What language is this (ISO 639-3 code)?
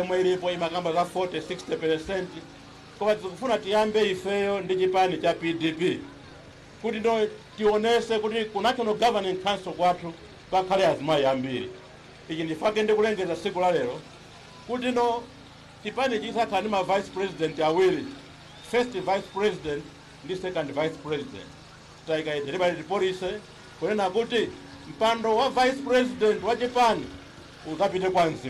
nya